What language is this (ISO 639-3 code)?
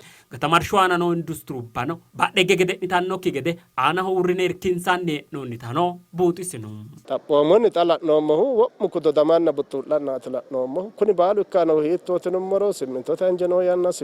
sid